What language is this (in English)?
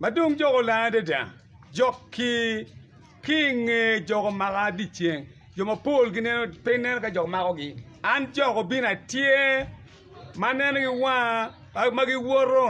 Acoli